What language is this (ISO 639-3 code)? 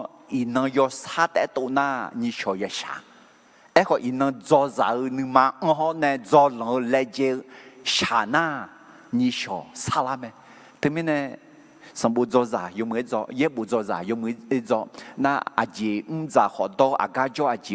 ahk